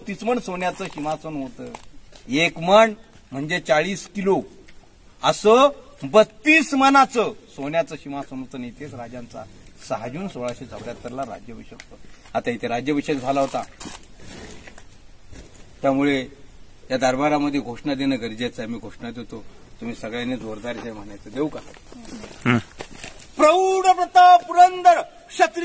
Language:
Marathi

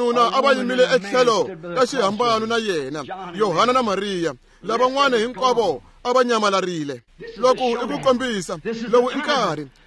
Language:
Tsonga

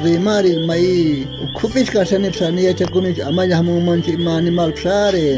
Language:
South Bolivian Quechua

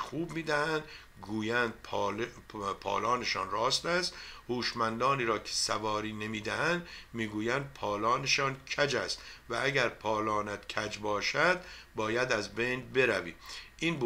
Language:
Persian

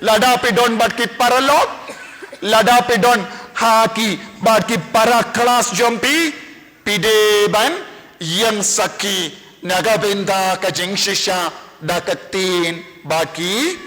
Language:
Khasi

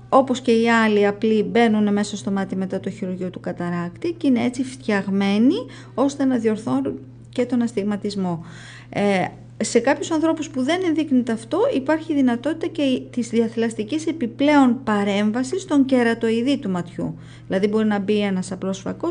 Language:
Greek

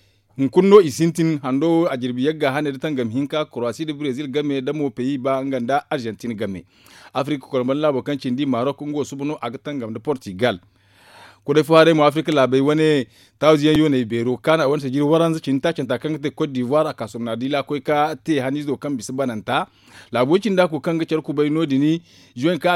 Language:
Zarma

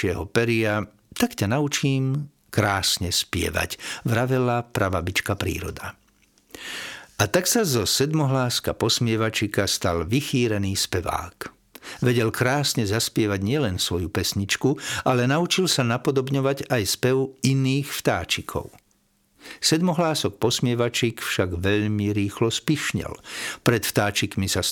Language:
Slovak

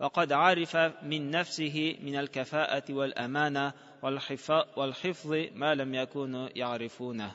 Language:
Tatar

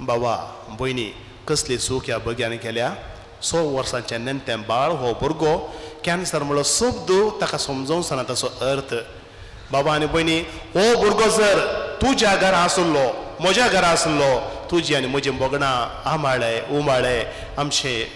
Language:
Konkani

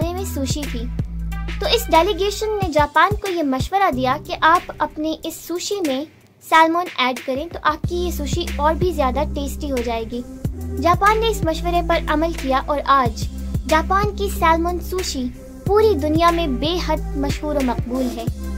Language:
Urdu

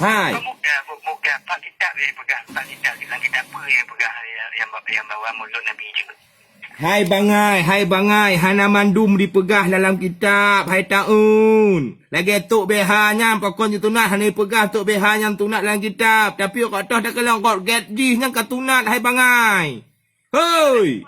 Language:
Achinese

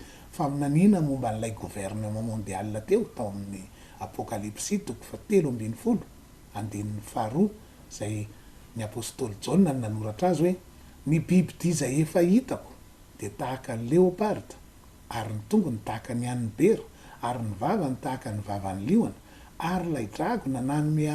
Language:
Malagasy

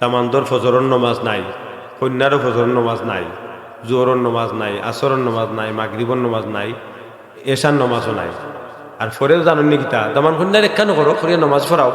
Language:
Sylheti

